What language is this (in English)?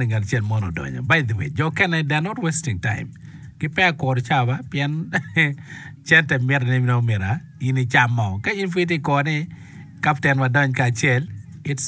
Acoli